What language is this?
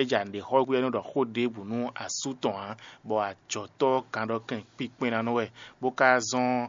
Fon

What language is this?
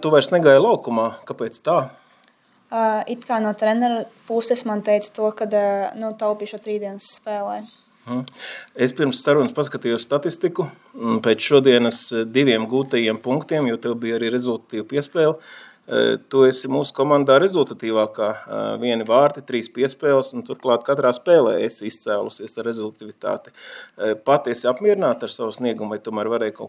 Latvian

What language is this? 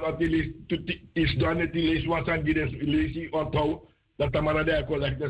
Sranan Tongo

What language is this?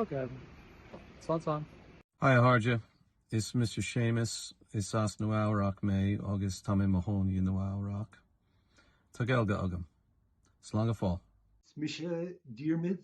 Irish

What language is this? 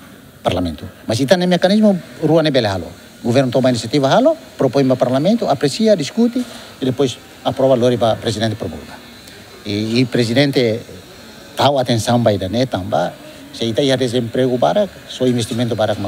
Tetum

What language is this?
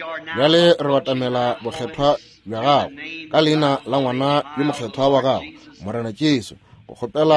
Northern Sotho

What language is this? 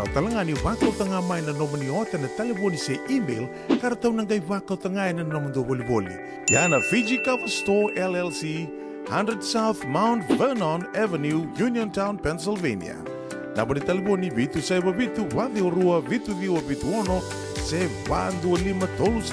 Fijian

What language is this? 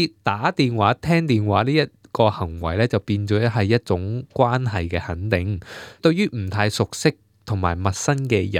Cantonese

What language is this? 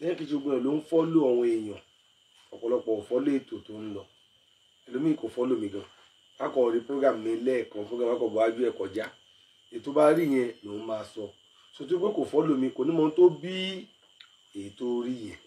Yoruba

